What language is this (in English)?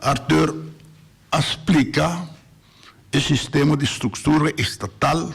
Papiamento